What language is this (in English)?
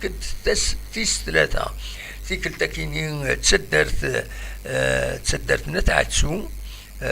Kabyle